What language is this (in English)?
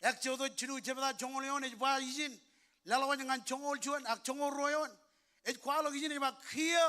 Marshallese